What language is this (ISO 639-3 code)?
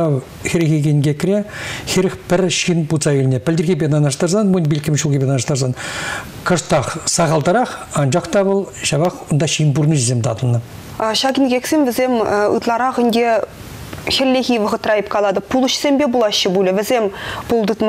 chv